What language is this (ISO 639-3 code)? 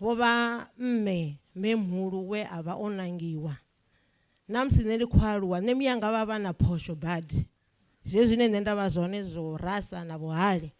ven